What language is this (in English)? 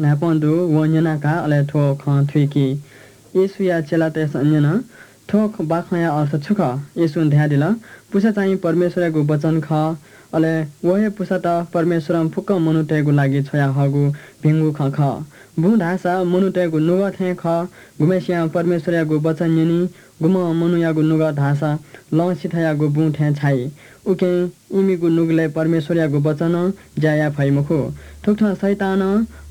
Newari